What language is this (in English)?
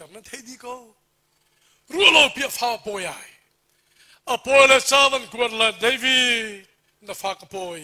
Hakha Chin